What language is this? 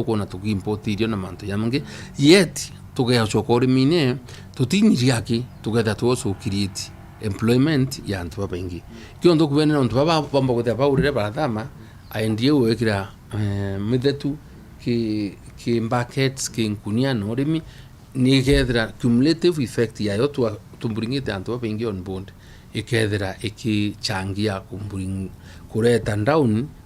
Meru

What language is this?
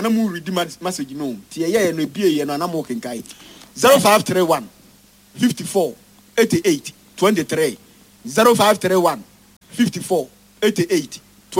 Akan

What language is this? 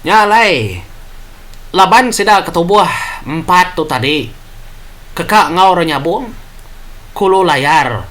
Iban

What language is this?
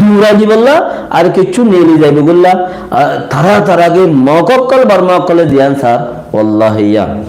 Rohingya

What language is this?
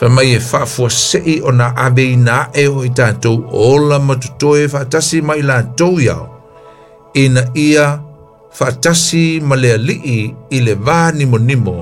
Samoan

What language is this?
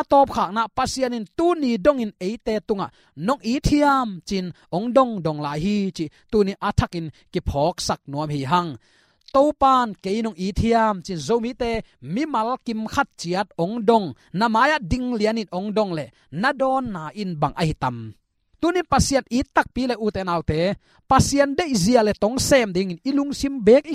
Tedim Chin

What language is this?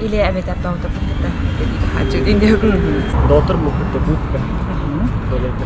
Yakut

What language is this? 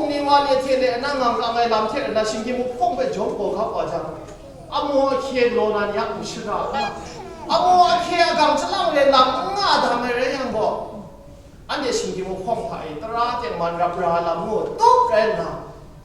Kachin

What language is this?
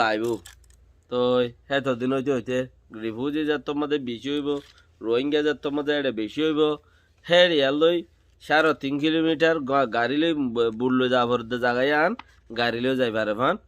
Rohingya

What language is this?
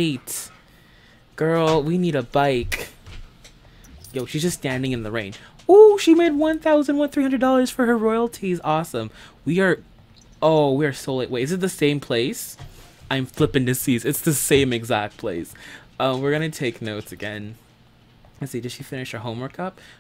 English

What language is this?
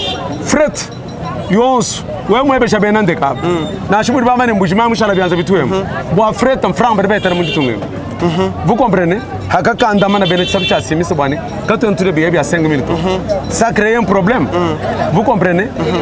Luba-Lulua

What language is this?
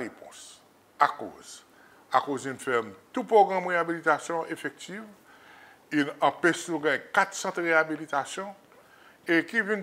Seselwa Creole French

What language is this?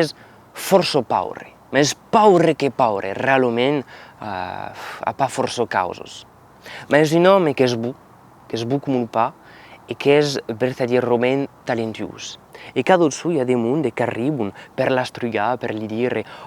Occitan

